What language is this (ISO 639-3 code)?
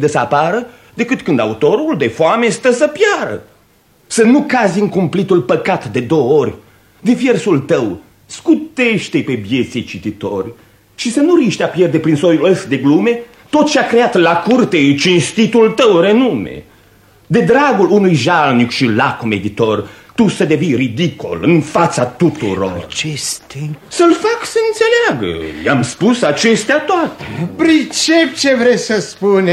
ron